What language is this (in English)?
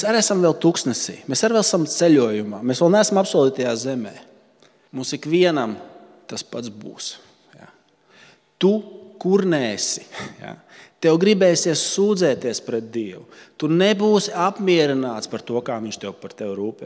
Latvian